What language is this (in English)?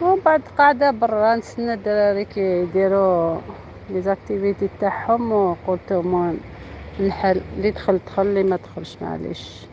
Algerian Arabic